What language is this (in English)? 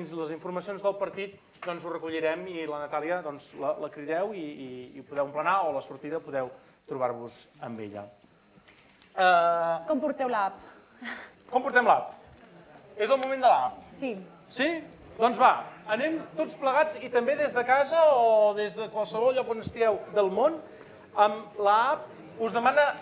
Catalan